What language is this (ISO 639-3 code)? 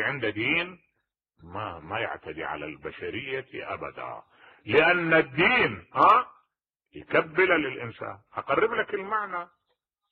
acm